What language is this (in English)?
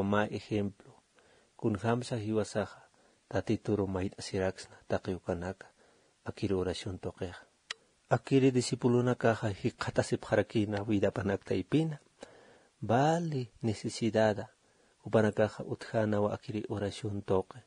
Aymara